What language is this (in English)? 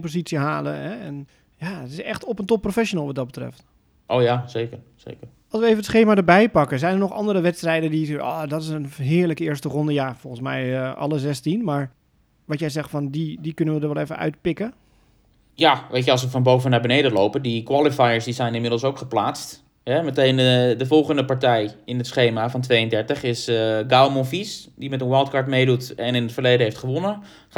Dutch